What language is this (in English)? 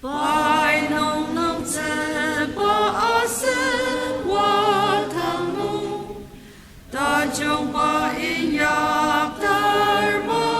Ao Naga